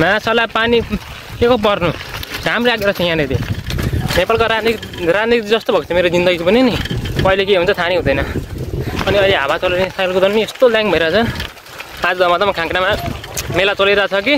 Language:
Nepali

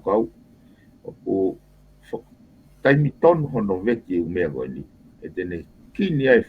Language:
Tongan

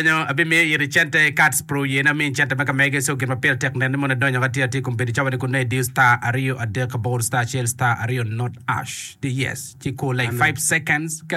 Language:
Acoli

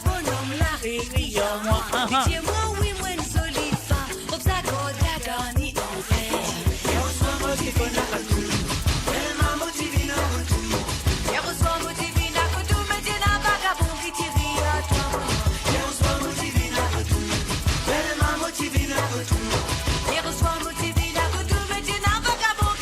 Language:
Morisyen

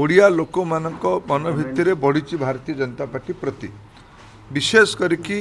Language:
Odia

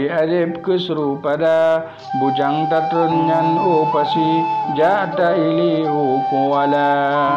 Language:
Achinese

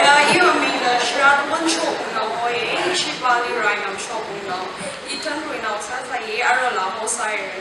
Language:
Tangkhul Naga (India)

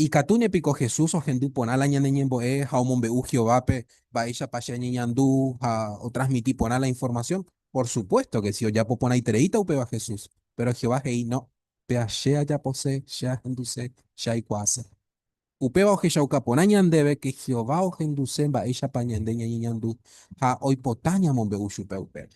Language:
Guarani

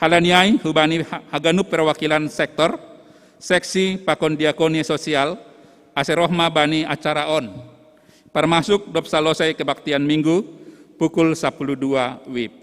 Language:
Batak Simalungun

